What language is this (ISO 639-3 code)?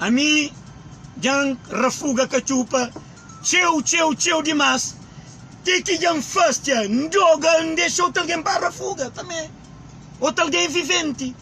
kea